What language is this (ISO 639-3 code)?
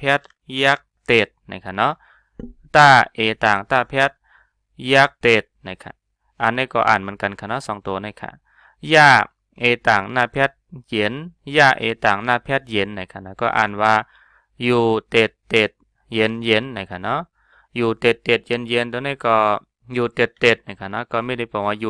shn